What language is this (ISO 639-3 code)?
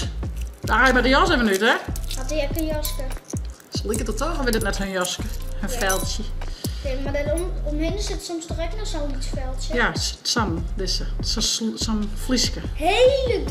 fry